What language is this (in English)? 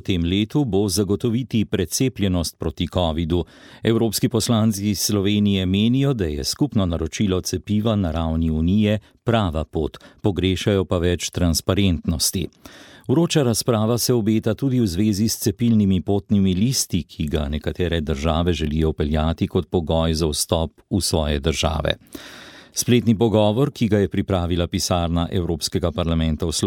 Slovenian